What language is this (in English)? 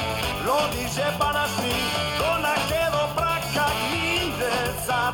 Basque